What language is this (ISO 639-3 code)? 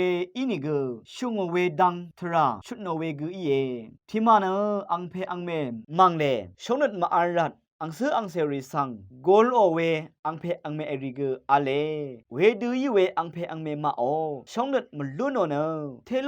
raw